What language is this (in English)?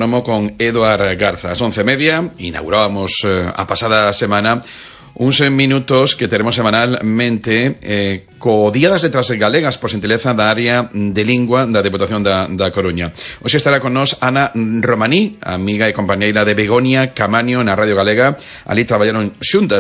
Galician